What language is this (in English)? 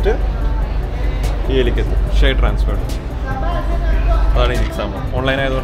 Malayalam